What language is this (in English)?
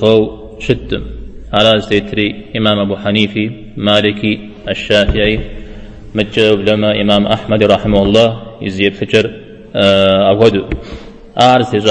Kabardian